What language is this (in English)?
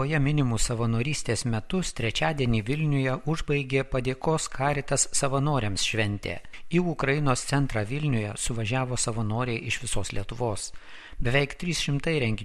Lithuanian